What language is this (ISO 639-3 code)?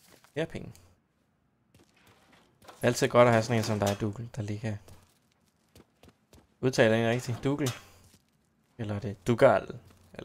dan